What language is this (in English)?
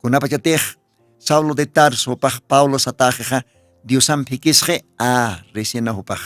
Aymara